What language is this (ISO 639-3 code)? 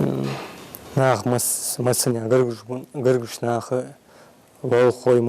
inh